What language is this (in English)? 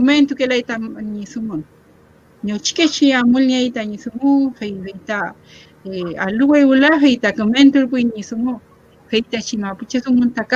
Mapuche